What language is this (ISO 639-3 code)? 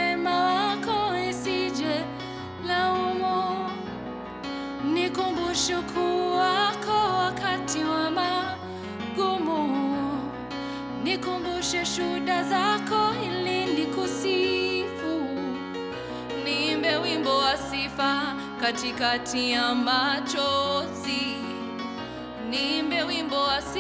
swa